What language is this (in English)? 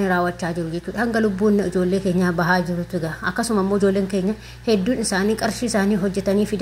Oromo